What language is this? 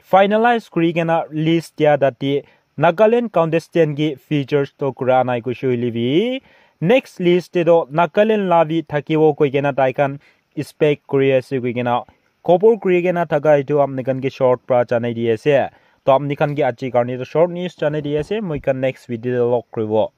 Naga Pidgin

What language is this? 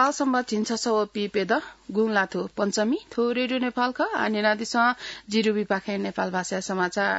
Newari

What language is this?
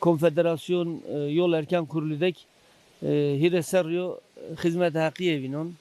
Zaza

